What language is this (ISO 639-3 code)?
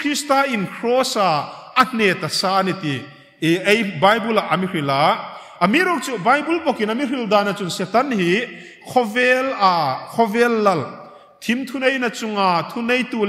hmr